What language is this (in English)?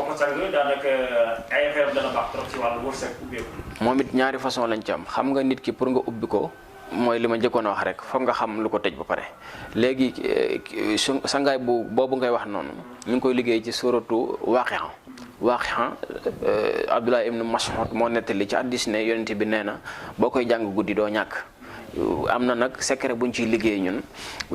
Wolof